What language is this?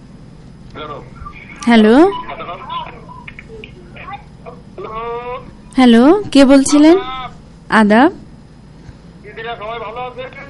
Bangla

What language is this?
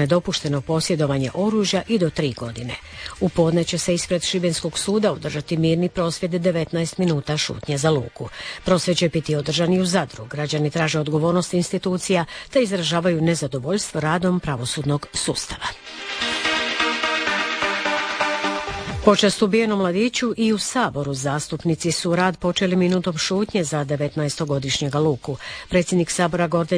Croatian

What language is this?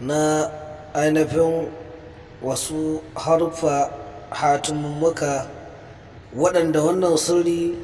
Hausa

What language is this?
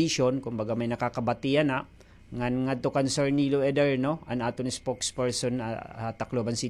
Waray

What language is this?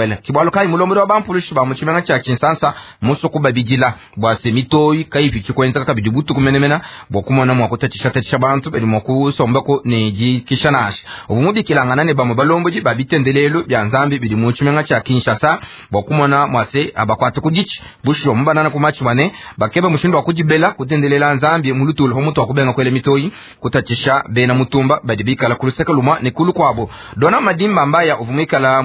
Luba-Lulua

